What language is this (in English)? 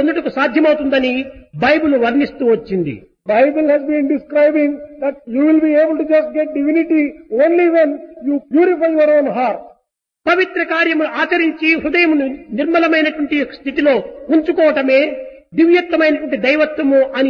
Telugu